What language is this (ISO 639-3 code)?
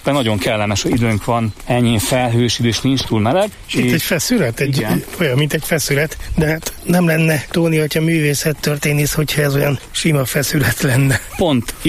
hun